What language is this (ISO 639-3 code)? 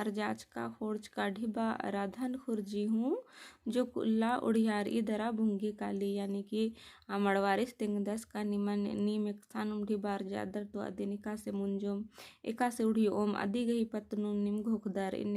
kru